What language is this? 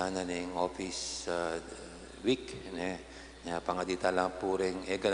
Pampanga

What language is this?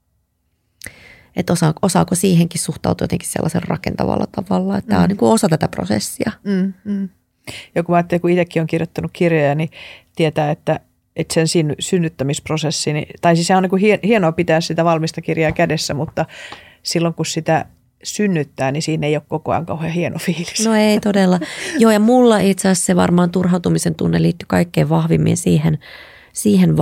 Finnish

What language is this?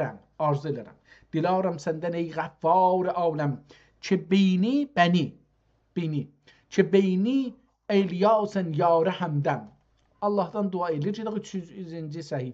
South Azerbaijani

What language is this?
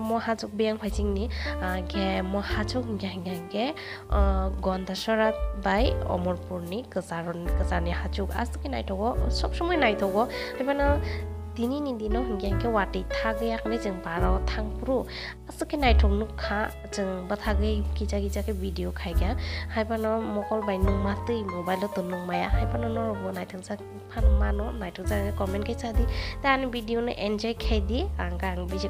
Kok Borok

